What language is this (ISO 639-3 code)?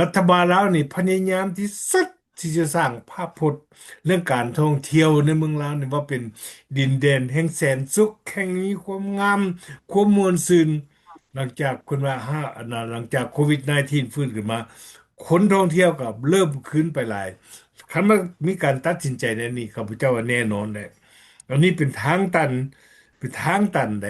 lao